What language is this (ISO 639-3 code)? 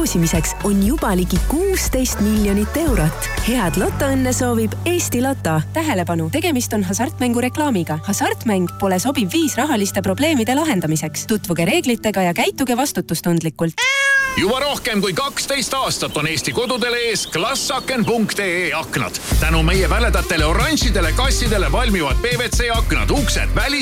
est